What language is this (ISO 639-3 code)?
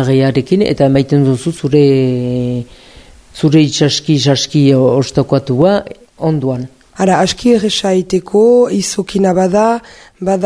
eus